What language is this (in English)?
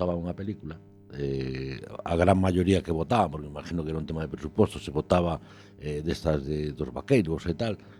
Galician